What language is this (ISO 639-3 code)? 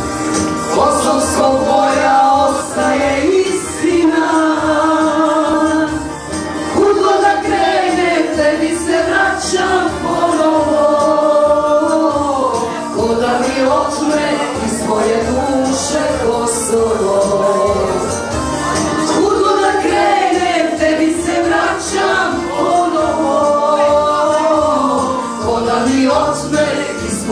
srp